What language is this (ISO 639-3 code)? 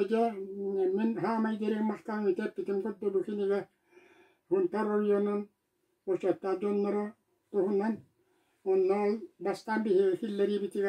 sah